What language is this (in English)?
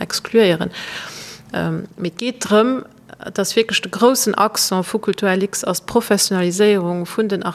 Luxembourgish